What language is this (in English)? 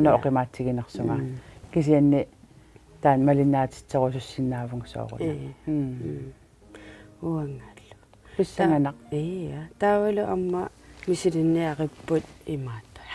Kalaallisut